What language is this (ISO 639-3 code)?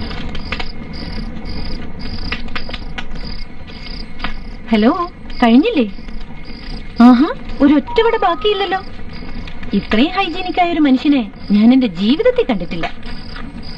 mal